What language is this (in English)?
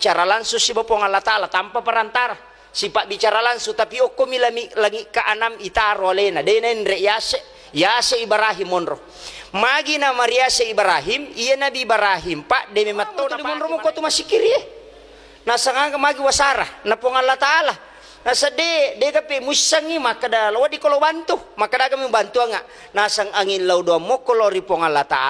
Buginese